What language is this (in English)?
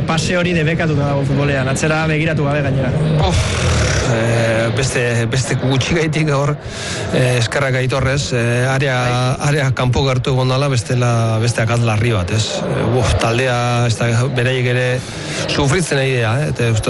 Basque